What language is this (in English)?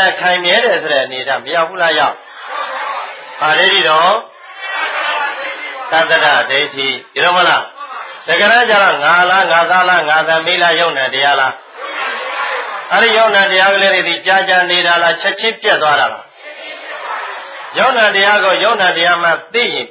Burmese